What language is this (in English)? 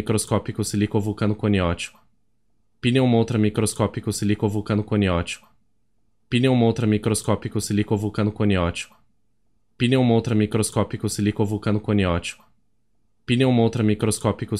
Portuguese